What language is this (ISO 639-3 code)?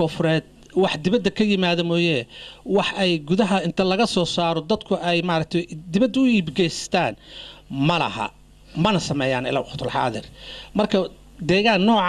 som